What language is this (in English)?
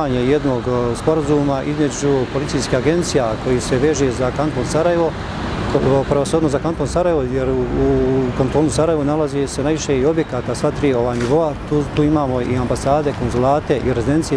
Bosnian